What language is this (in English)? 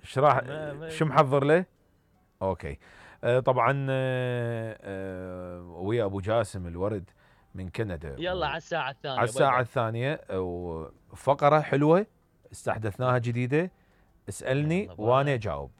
Mesopotamian Arabic